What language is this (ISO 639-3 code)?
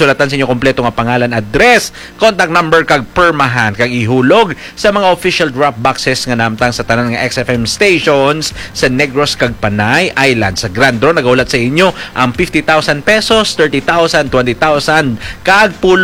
hil